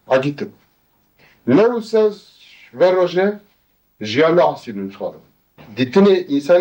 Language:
Kurdish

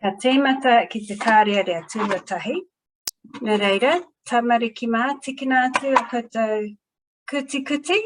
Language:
Māori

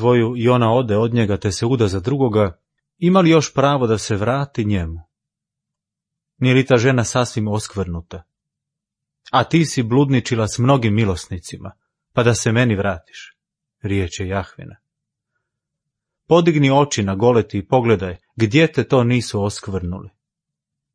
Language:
Croatian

